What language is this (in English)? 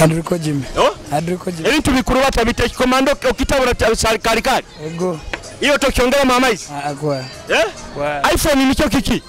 Nyoro